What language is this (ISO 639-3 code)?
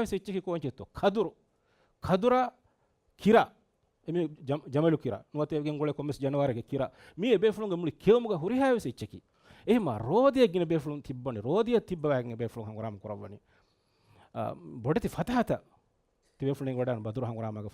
div